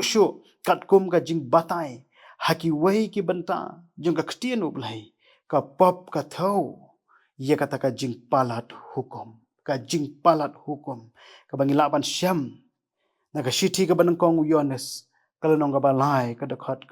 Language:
Khasi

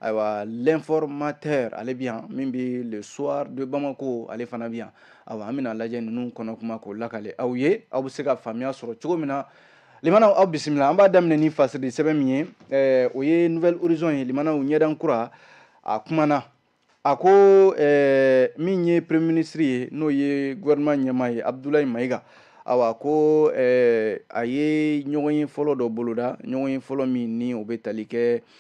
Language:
Bambara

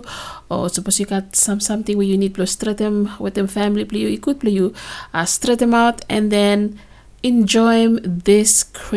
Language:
Bislama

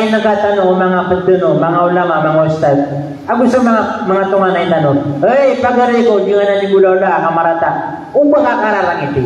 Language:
Maranao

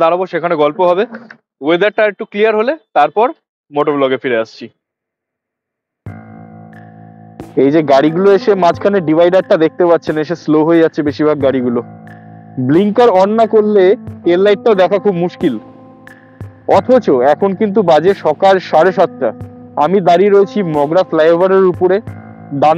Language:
Bangla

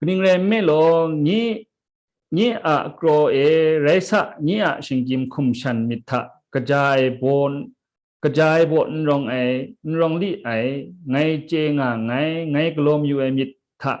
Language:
Kachin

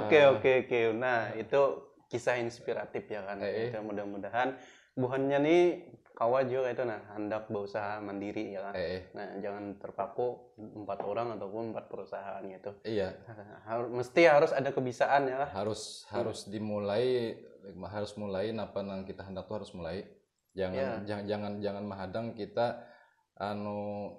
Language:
Banjar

